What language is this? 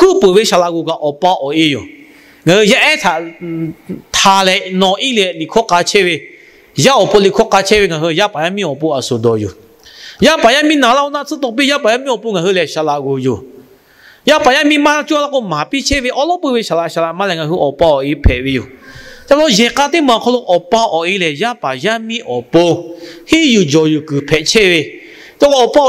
Lahu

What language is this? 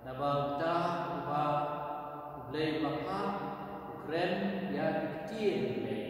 Khasi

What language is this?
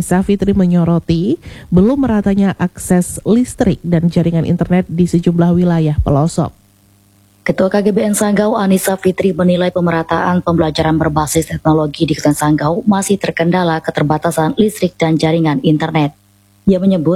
Indonesian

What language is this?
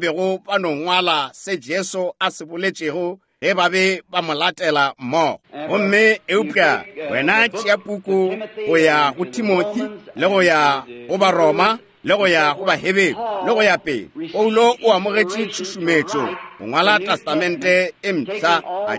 Northern Sotho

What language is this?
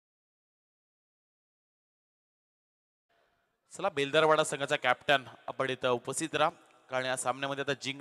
Marathi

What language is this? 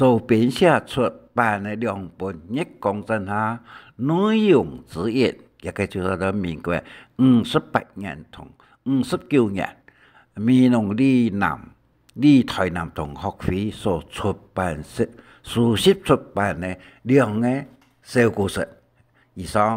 Hakka Chinese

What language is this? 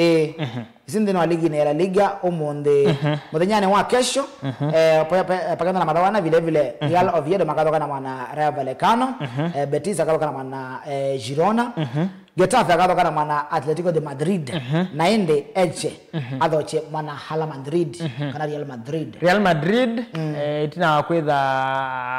Kamba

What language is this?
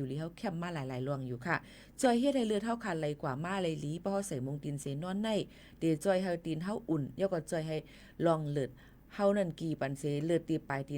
Shan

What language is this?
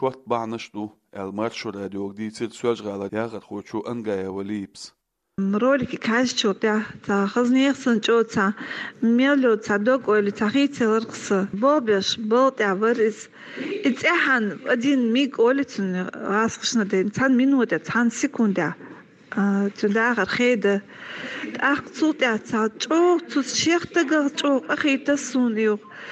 Chechen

